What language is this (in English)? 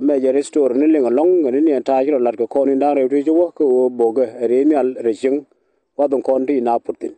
Nuer